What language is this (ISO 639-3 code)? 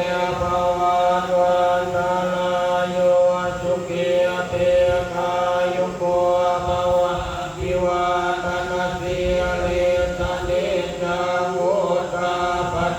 pli